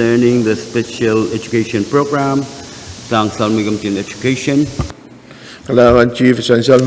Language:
Pohnpeian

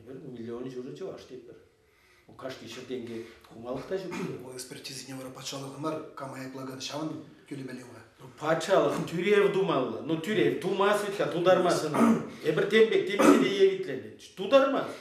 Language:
Chuvash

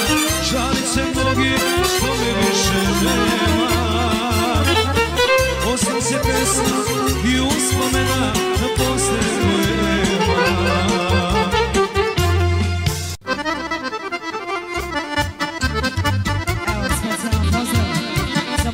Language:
Serbian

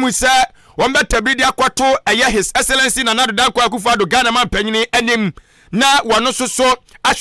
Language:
Akan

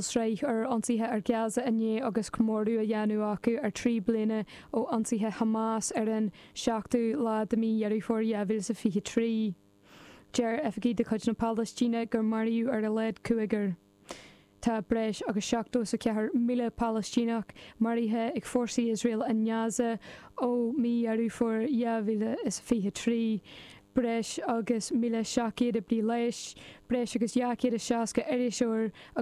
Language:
Irish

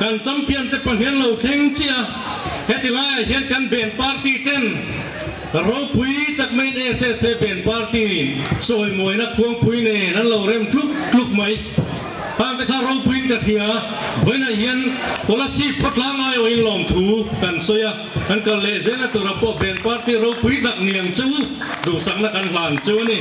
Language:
Mizo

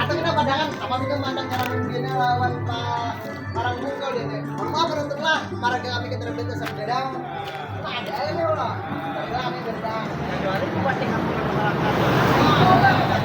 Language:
Banjar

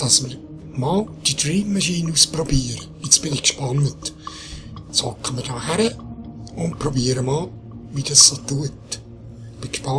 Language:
Swiss German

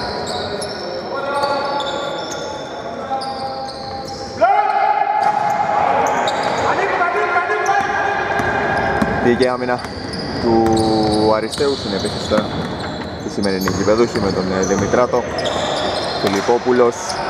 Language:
Greek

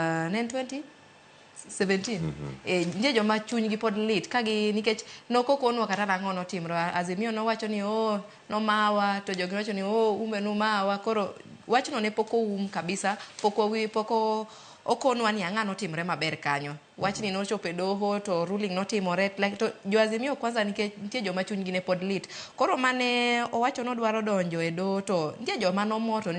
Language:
Luo (Kenya and Tanzania)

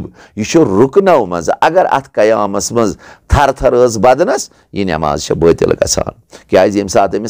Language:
Kashmiri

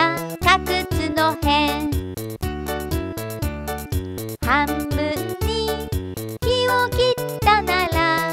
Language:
Japanese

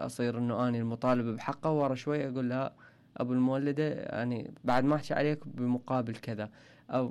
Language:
Mesopotamian Arabic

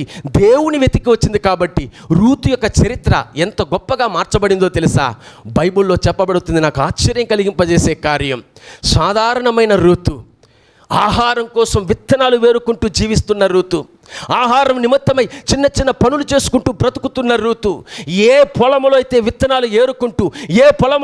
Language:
Telugu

